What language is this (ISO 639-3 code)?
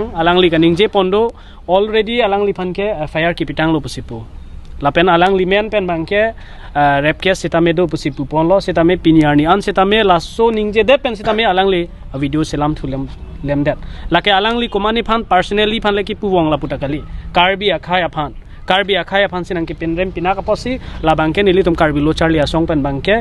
mjw